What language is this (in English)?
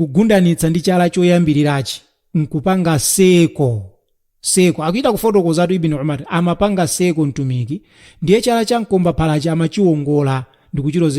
Nyanja